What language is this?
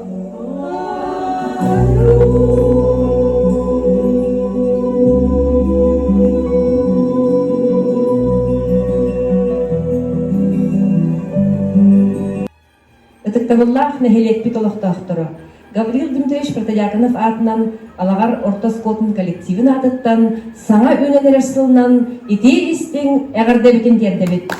Yakut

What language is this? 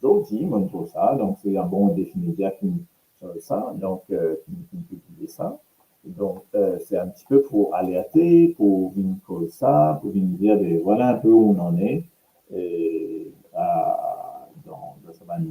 Morisyen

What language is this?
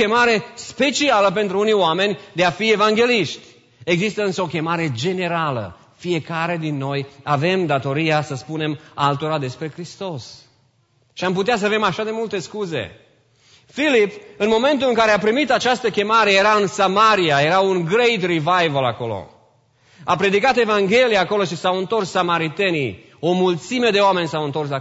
Romanian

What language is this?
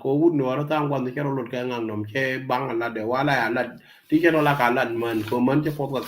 Nuer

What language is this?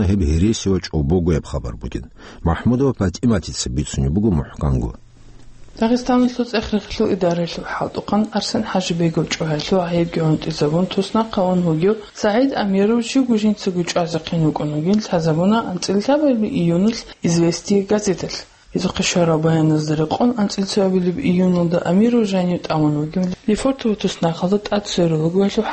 Avaric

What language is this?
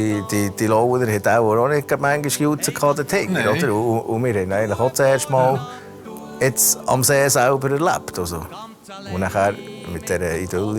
Swiss German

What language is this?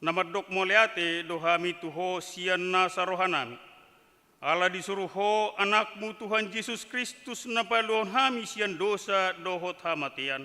Batak Toba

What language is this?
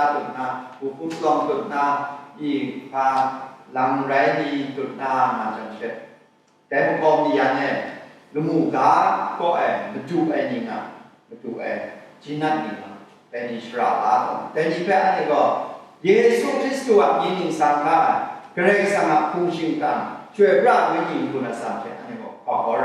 Kachin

